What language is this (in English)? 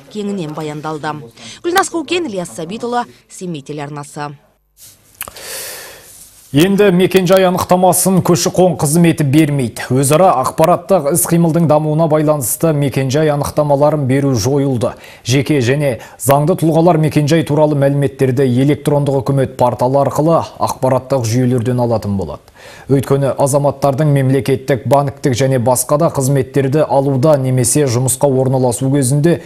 Kazakh